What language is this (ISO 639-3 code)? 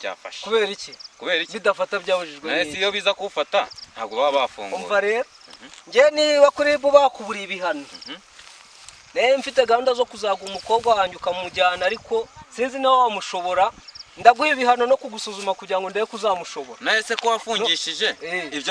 kin